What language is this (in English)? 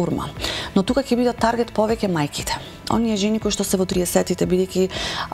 Macedonian